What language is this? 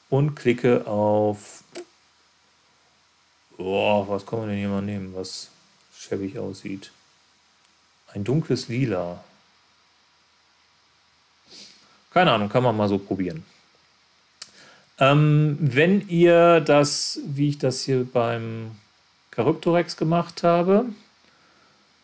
German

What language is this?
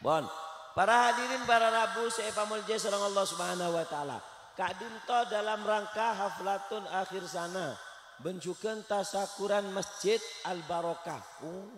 Madurese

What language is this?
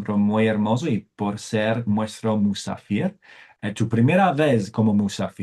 Ladino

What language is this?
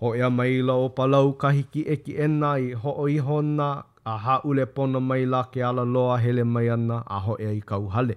Hawaiian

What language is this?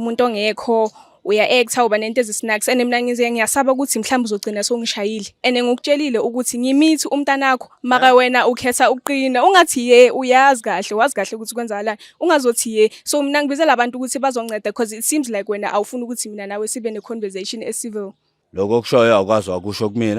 Zulu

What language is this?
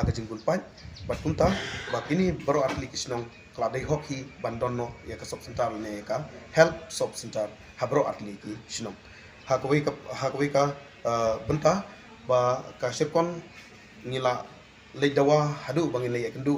Khasi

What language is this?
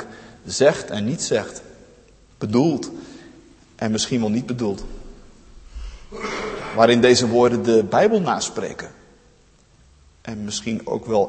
Dutch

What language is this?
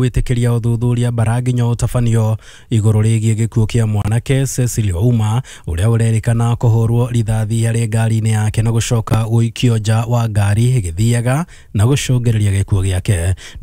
Kikuyu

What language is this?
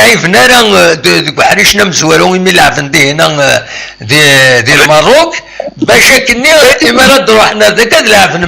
Kabyle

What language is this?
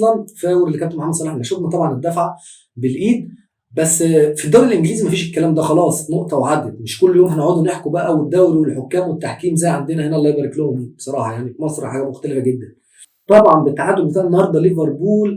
Egyptian Arabic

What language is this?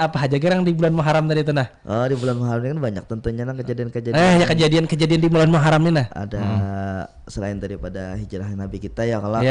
Banjar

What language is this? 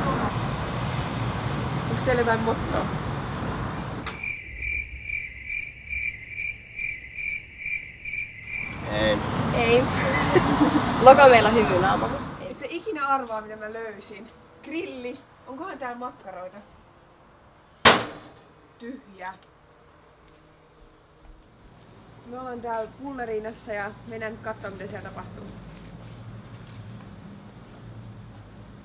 Finnish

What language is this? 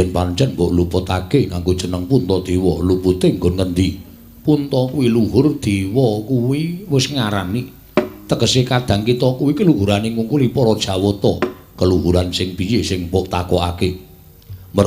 Javanese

